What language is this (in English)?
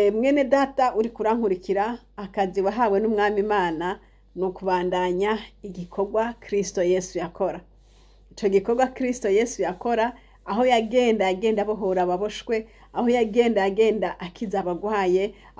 Rundi